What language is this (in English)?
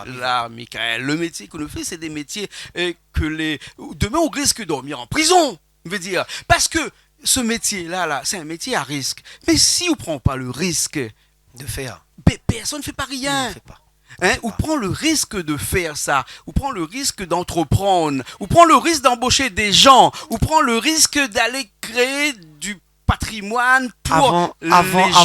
Réunion Creole French